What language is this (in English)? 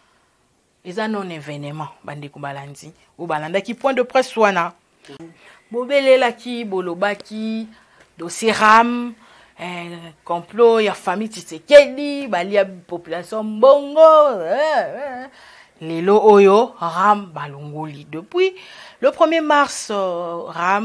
Lingala